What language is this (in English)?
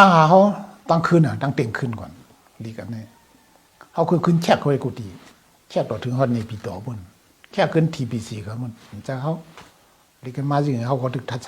Shan